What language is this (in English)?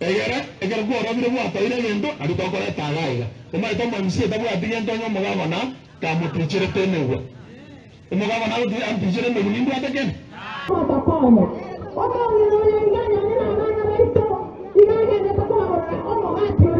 Gusii